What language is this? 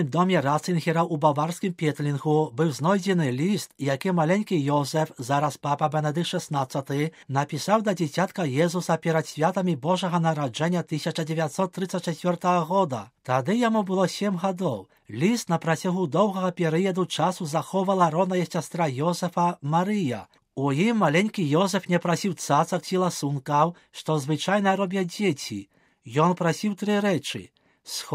Belarusian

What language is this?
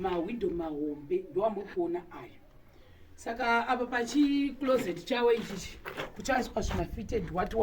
Shona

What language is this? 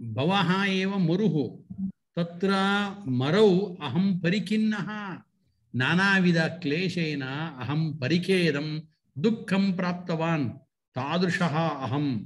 Sanskrit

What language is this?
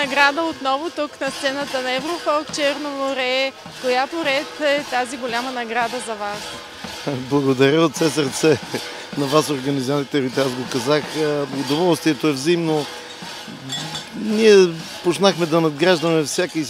Bulgarian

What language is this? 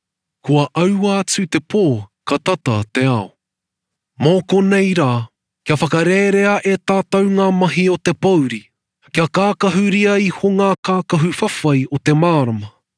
Māori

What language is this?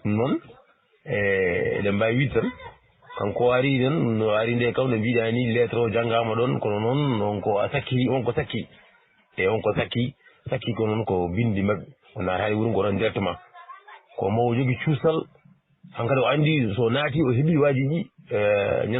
Fula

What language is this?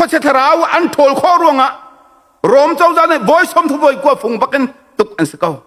Hakha Chin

